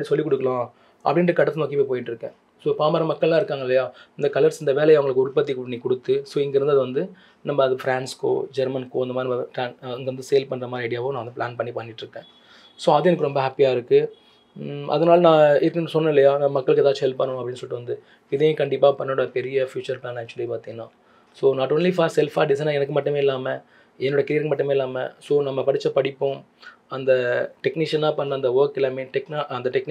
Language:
Tamil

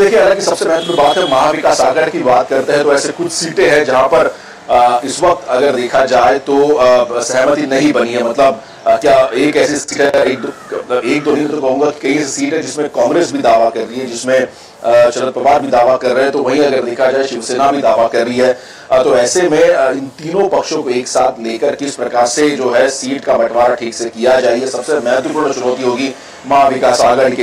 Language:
Hindi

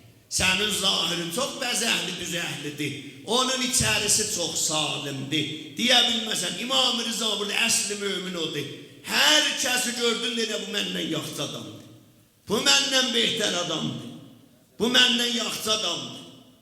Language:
South Azerbaijani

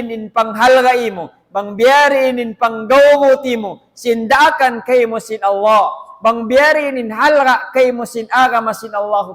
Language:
Tausug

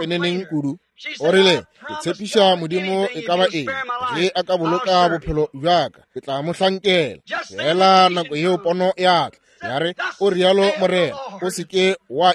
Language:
Northern Sotho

